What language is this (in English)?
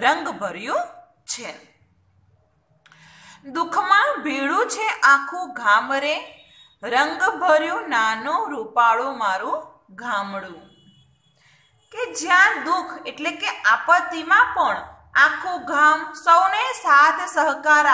Gujarati